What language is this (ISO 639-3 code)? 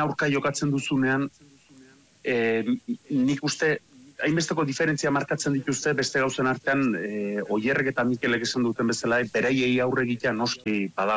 eus